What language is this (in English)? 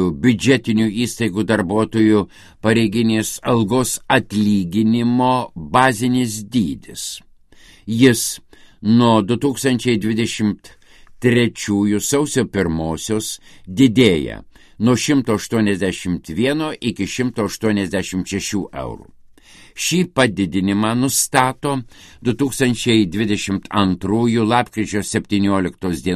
Lithuanian